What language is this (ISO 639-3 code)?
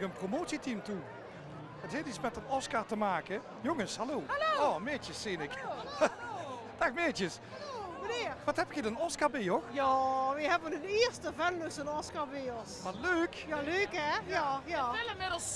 lim